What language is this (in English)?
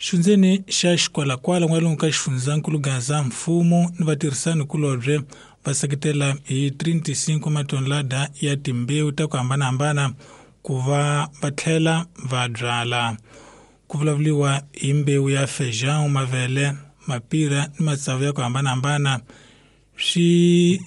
Tsonga